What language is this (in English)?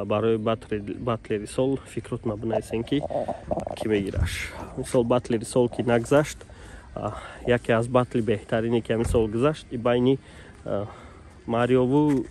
Tajik